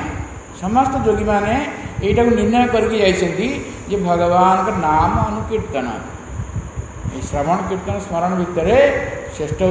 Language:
Odia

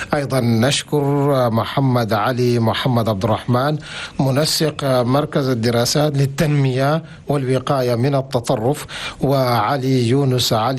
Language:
Chadian Arabic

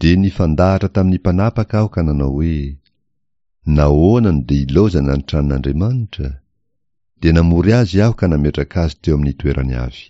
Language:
Malagasy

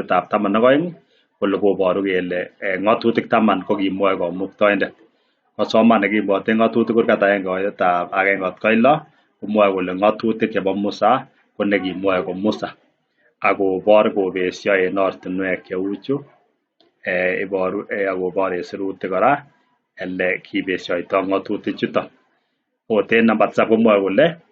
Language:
Kalenjin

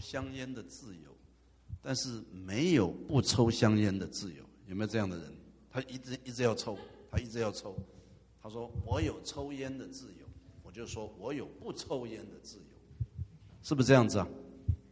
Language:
Chinese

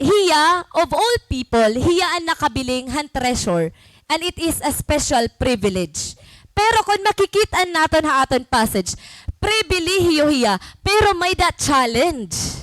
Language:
Waray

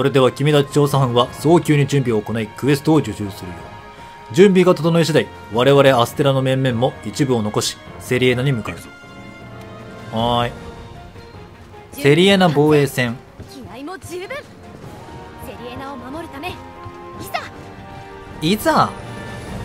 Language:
Japanese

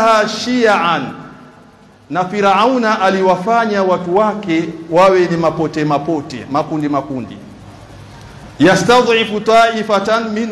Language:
Swahili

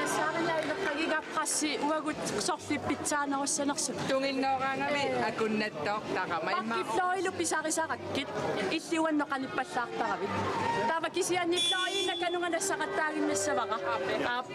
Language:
Kalaallisut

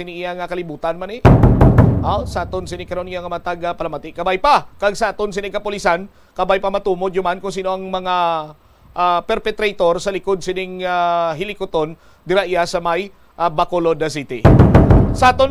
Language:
Hiligaynon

